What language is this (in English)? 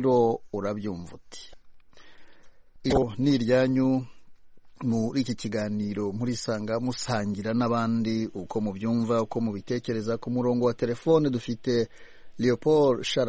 Kinyarwanda